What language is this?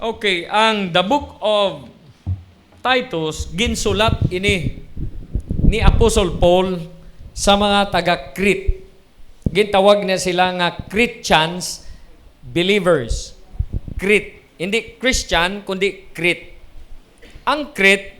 Hiligaynon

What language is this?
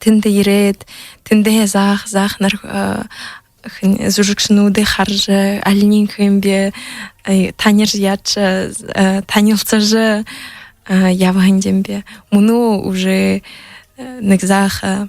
Buriat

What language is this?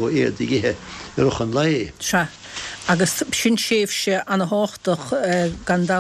Irish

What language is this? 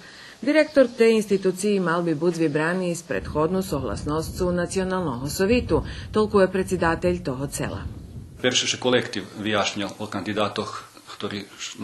Rusyn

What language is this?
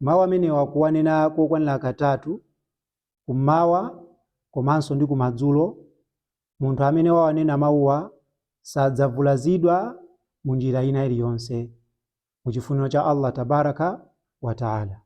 Nyanja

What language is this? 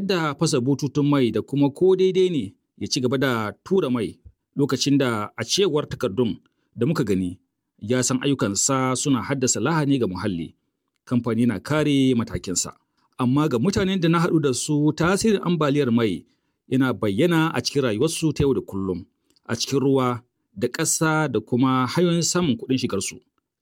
Hausa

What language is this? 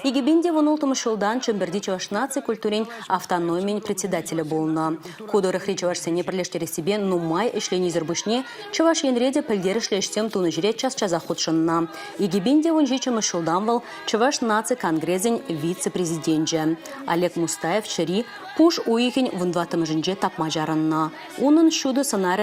Chuvash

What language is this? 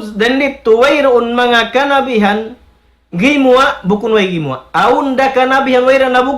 Tausug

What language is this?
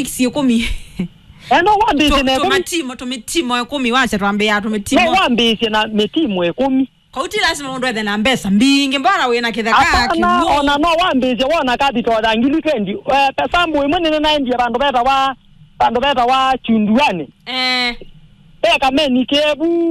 Kamba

